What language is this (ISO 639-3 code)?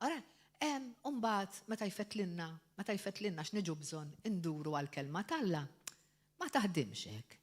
mlt